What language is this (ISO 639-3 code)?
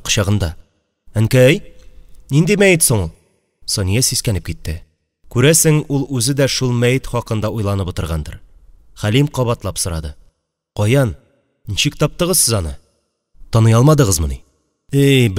tat